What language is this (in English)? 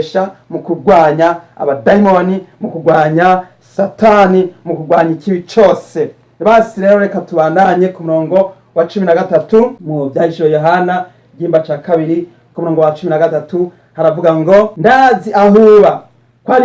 Rundi